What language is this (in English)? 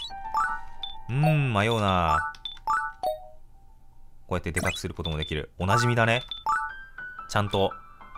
Japanese